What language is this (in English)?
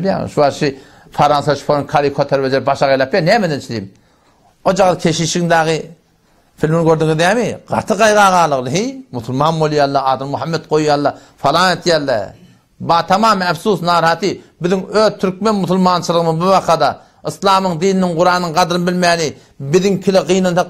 Turkmen